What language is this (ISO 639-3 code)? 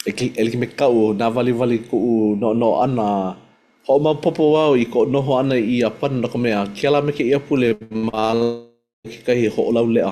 haw